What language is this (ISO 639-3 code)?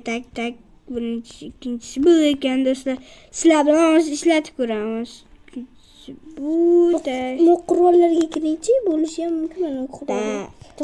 uzb